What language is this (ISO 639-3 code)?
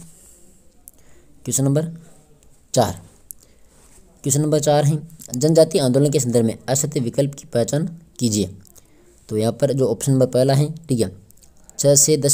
hin